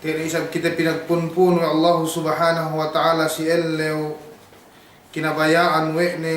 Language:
Yakan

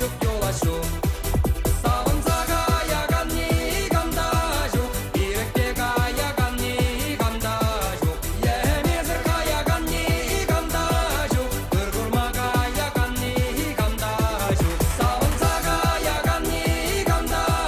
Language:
Chuvash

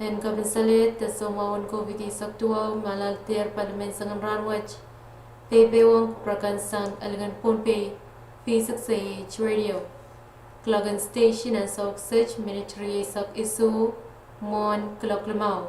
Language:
Pohnpeian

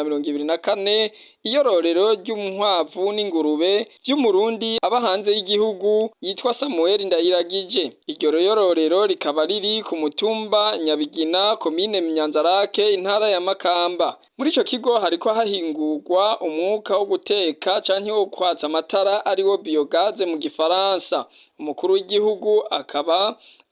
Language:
Rundi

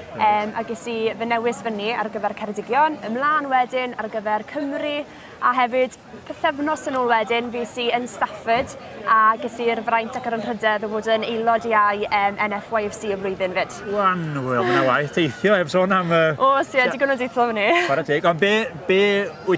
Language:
Welsh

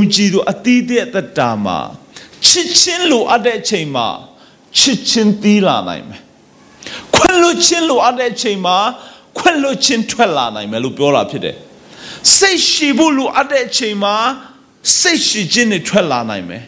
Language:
Burmese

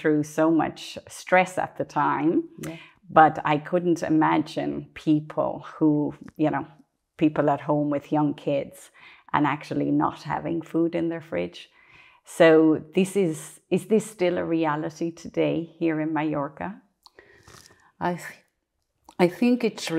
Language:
English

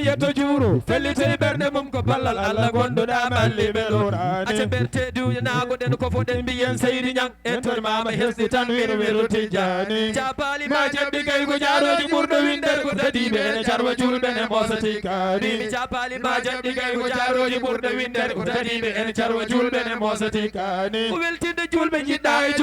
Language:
Fula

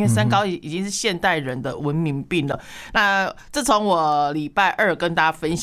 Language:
Chinese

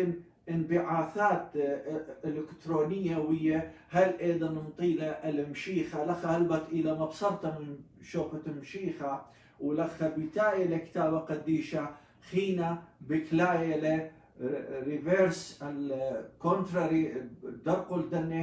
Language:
Assyrian Neo-Aramaic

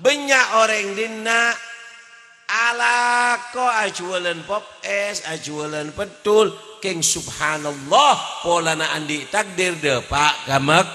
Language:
Madurese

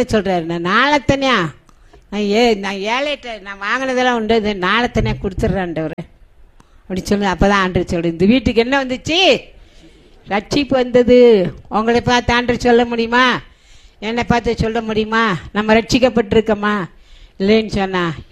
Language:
Tamil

